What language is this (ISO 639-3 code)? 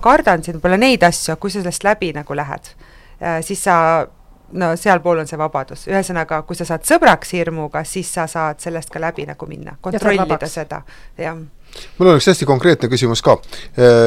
est